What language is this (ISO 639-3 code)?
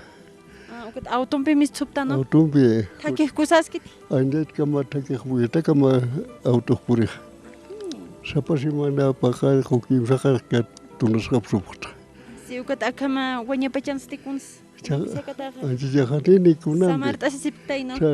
aym